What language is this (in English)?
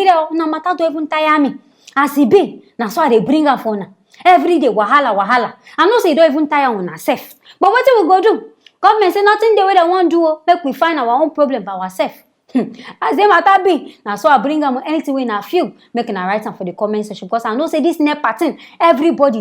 Nigerian Pidgin